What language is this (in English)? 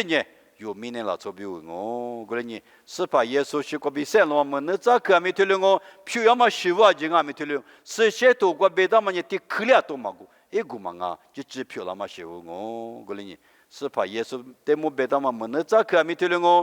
Lisu